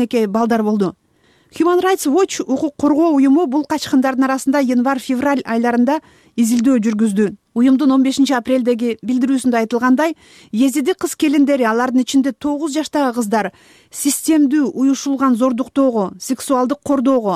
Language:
Kyrgyz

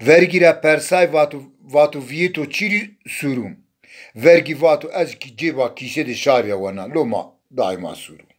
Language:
Zaza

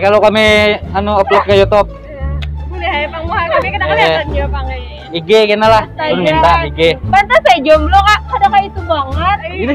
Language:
Banjar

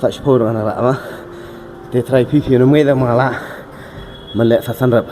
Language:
Khasi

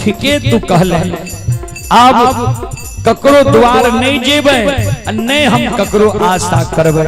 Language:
Maithili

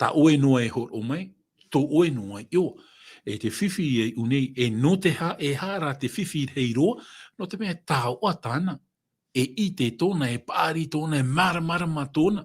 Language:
Tahitian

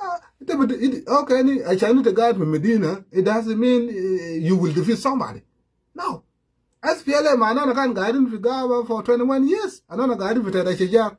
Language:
Sudanese Creole Arabic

